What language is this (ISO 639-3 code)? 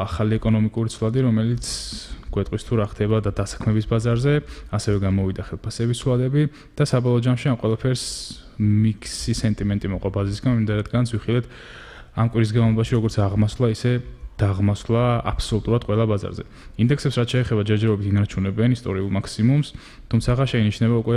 kat